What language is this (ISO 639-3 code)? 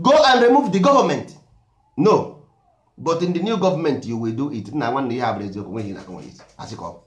ibo